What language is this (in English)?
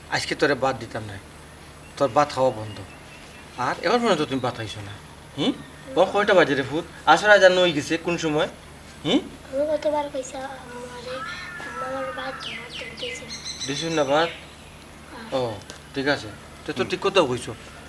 Sylheti